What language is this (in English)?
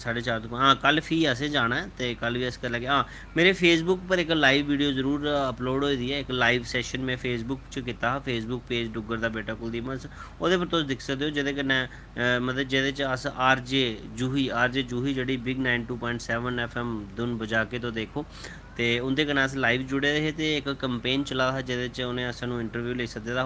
Dogri